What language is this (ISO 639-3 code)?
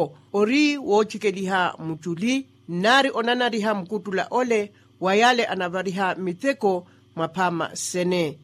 vmw